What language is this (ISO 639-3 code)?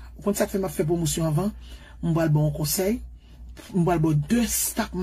hat